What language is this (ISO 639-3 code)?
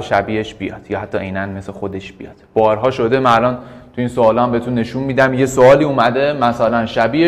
fas